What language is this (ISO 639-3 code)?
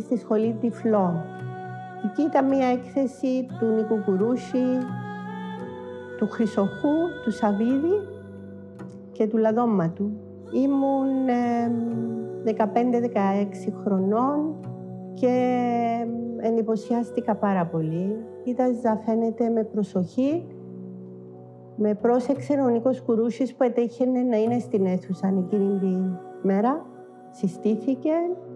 ell